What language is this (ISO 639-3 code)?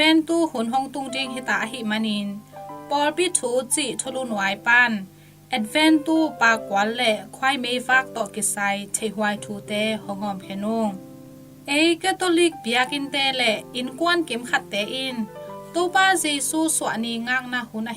ctd